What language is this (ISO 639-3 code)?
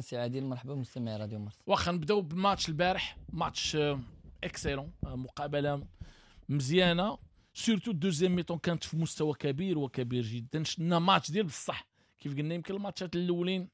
ary